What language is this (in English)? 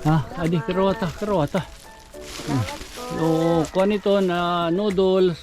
Waray